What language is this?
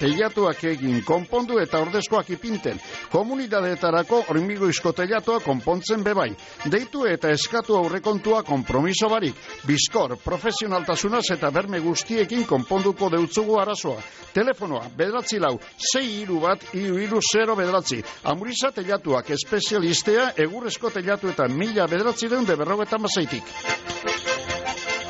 Basque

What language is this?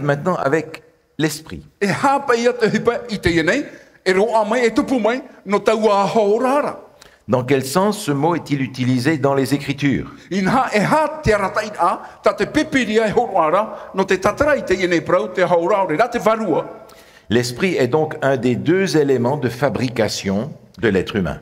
Tahitian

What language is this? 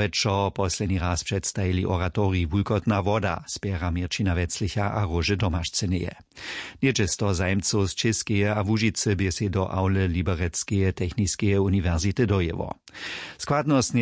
Upper Sorbian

